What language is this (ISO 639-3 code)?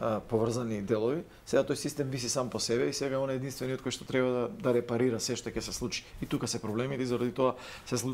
mkd